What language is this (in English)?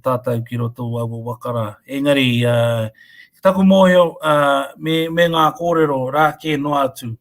Māori